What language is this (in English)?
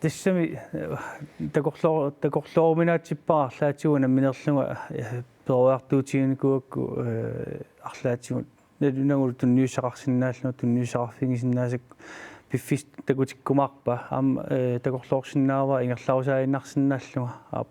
Kalaallisut